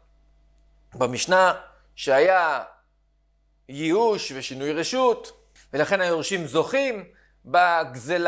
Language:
Hebrew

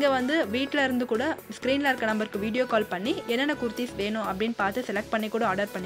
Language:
Tamil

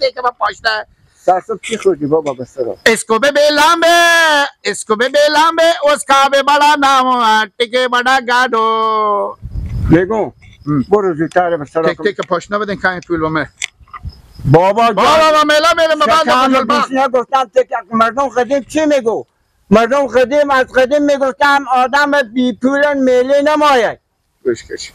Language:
Hazaragi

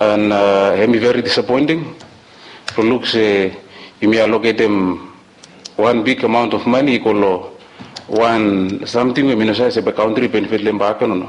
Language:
Bislama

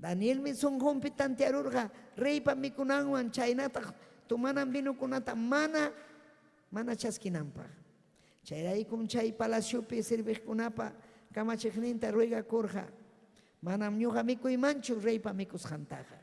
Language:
Ayacucho Quechua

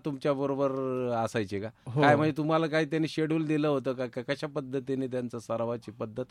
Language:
Marathi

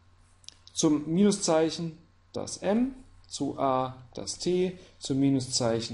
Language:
German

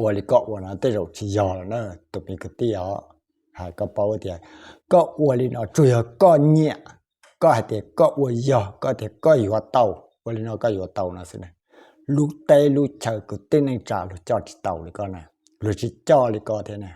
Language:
Hmong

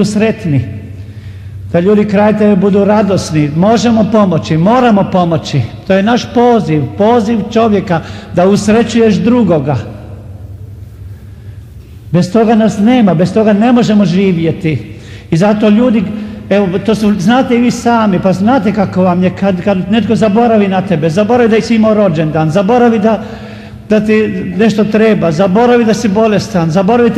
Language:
Croatian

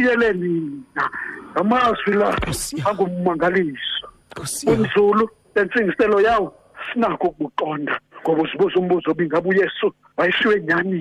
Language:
Xhosa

